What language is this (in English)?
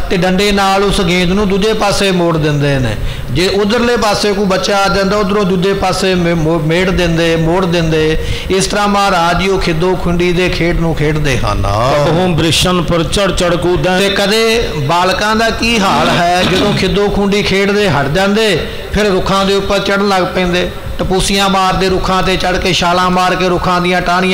Punjabi